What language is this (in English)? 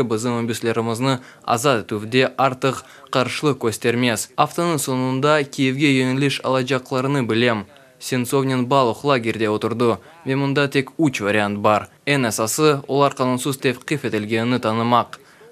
Crimean Tatar